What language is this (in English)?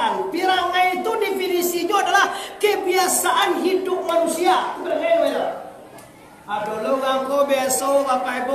Minangkabau